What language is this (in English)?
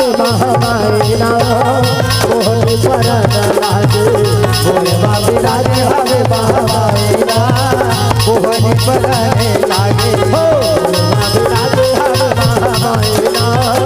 Chhattisgarhi